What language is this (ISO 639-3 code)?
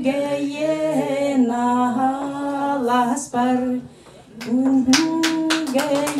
sah